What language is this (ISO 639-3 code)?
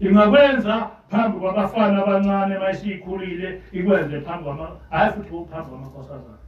zul